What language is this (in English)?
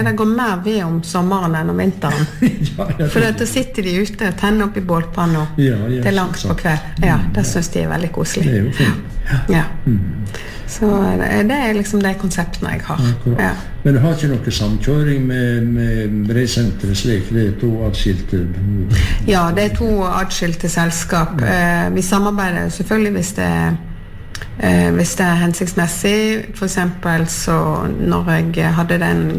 Norwegian